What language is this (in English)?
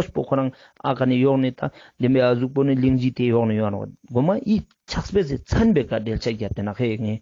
Ladakhi